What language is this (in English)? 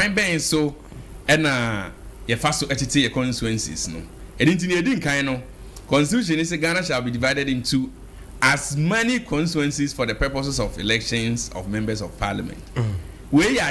Akan